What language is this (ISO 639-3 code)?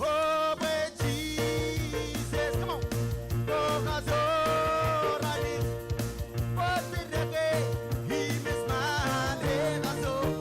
mah